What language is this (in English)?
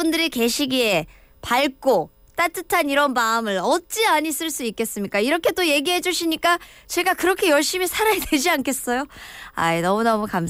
Korean